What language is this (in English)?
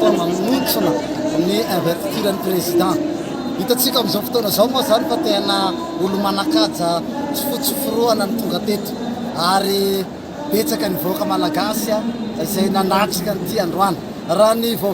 Malagasy